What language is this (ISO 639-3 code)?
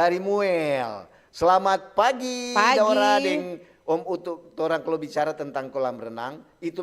xmm